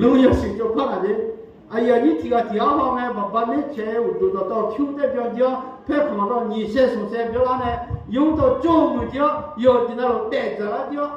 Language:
Akha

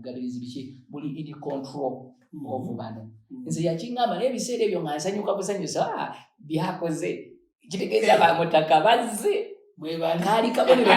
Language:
Ganda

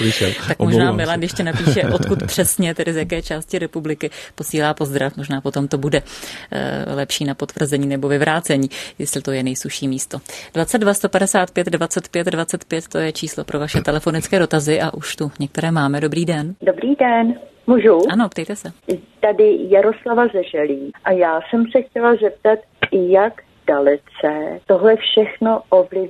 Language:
Czech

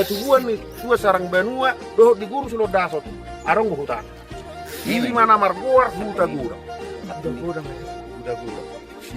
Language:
Batak Toba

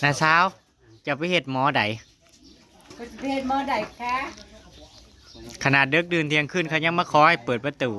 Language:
Northeastern Thai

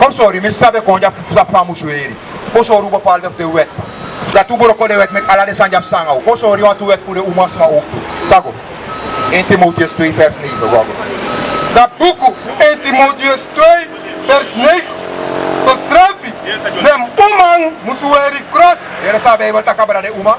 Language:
Sranan Tongo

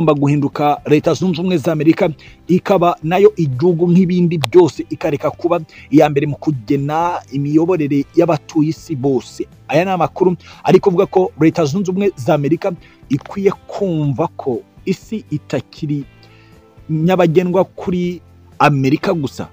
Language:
Kinyarwanda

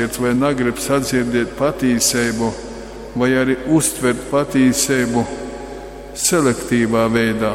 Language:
Latgalian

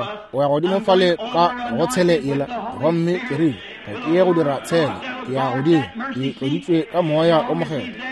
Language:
Northern Sotho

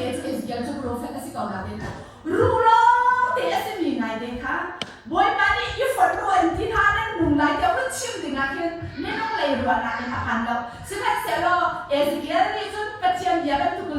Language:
Hakha Chin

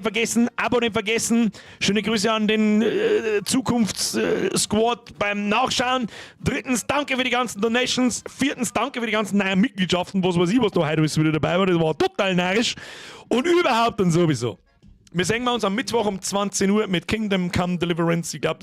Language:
Bavarian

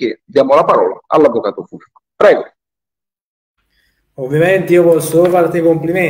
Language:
Italian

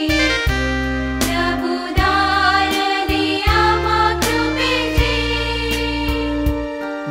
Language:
Marathi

